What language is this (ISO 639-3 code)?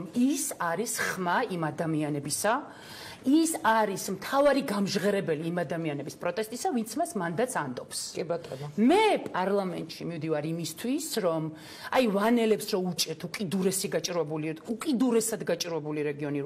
kat